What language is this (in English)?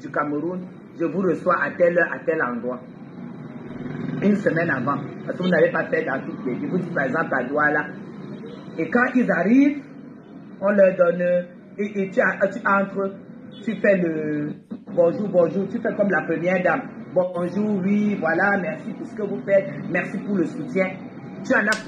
French